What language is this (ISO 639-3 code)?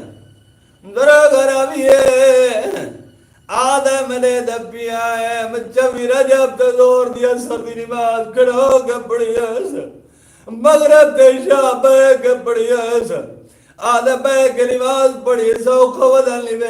skr